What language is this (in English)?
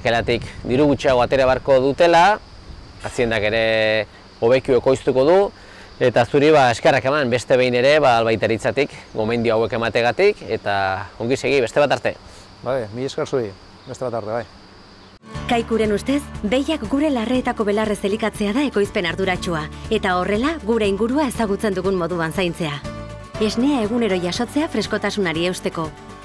Basque